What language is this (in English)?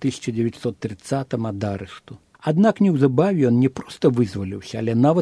Belarusian